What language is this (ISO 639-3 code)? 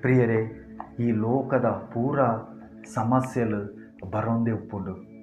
tcy